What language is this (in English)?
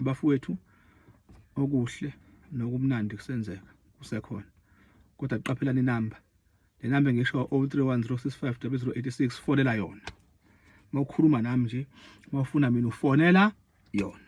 Zulu